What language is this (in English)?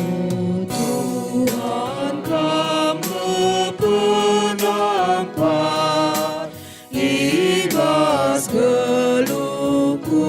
Batak Karo